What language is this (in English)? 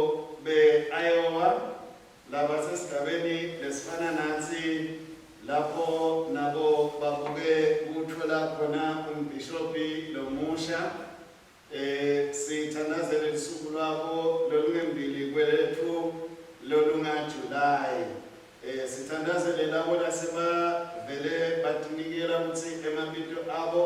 Swati